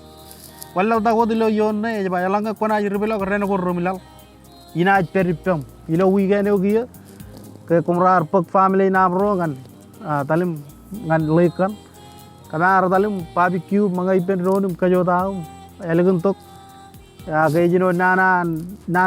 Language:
Marshallese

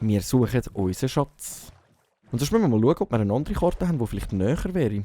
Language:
Swiss German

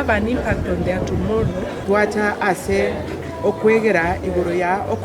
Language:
Gusii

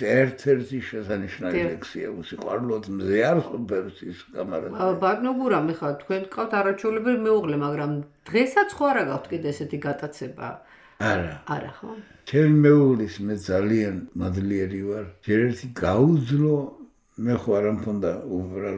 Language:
Georgian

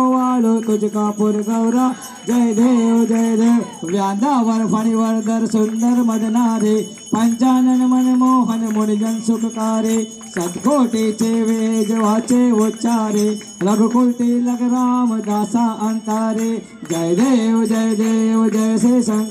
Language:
Marathi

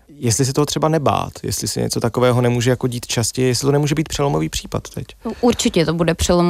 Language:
Czech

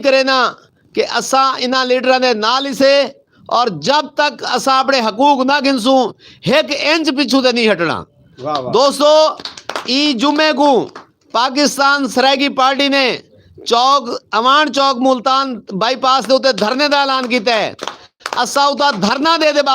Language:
Saraiki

